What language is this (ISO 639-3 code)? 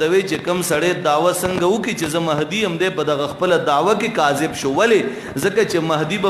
pus